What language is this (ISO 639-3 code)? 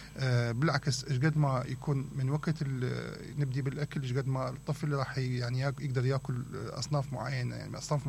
acm